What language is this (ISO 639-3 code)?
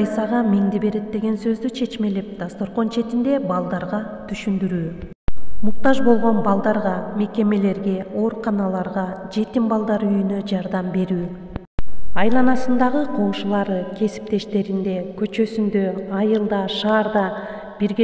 kir